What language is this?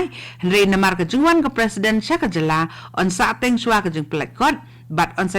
Khasi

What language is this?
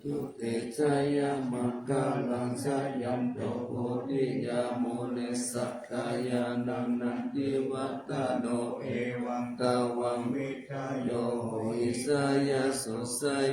Pali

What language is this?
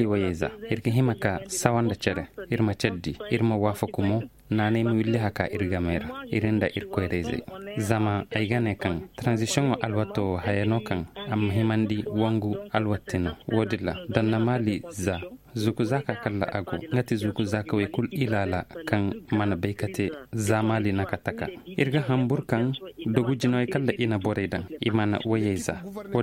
Zarma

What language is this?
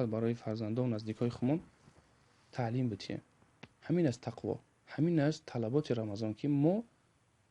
Tajik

